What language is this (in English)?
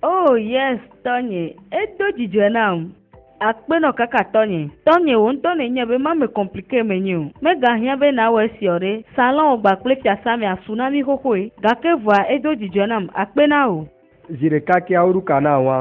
Ewe